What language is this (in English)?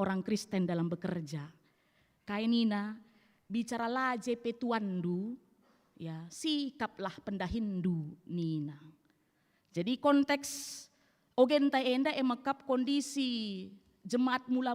Batak Karo